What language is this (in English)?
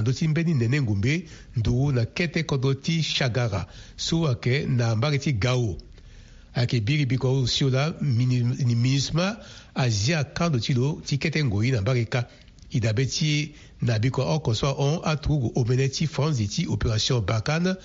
Sango